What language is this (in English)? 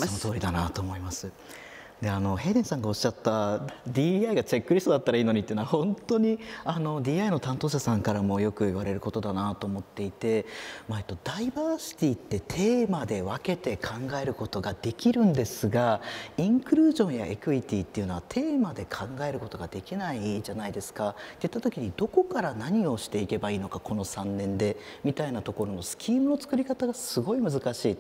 Japanese